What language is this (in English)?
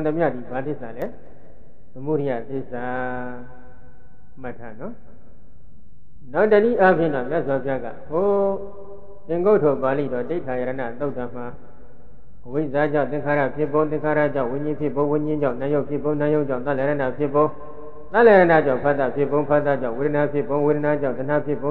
Burmese